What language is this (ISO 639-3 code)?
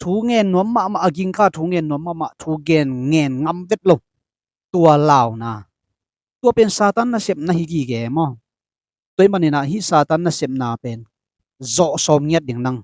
ctd